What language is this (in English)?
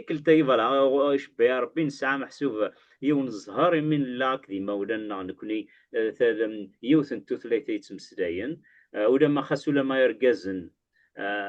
Kabyle